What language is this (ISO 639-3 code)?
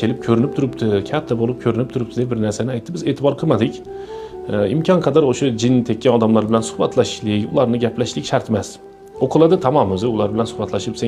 uzb